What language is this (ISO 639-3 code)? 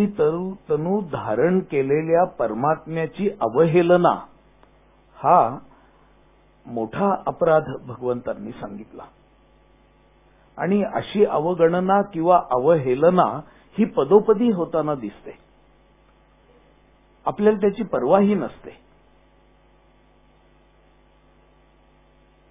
mar